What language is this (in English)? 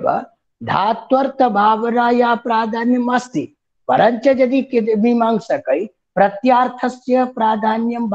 Sanskrit